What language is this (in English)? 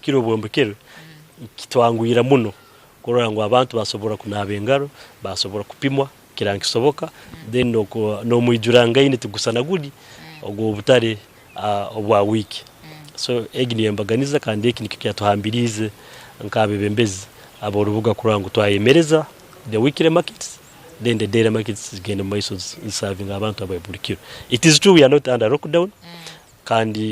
Nyankole